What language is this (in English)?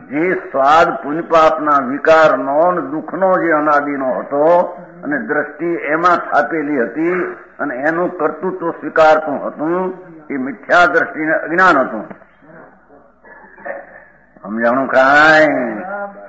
Gujarati